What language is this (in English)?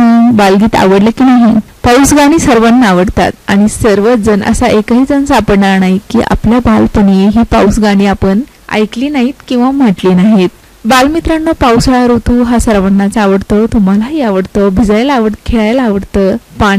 Marathi